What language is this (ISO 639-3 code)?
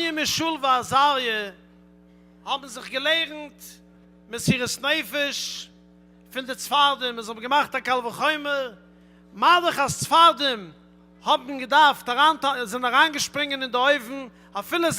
yid